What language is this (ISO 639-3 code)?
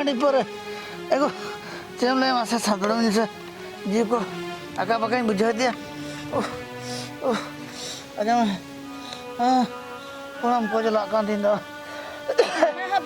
sat